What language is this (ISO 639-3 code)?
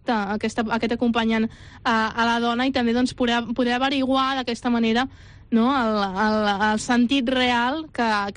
cat